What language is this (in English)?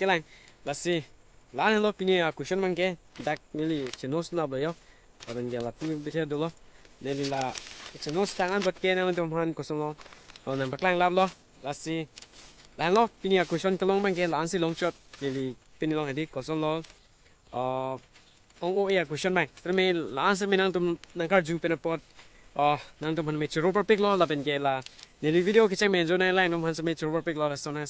Karbi